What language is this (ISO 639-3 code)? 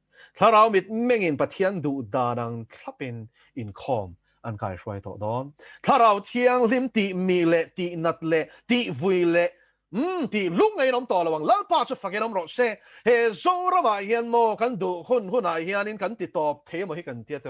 lus